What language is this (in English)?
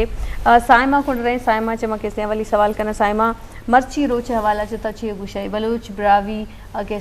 Eastern Balochi